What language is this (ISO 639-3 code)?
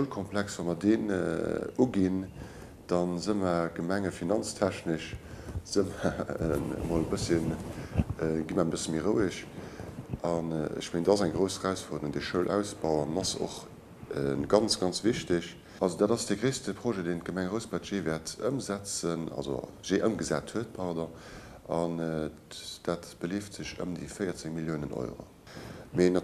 ltz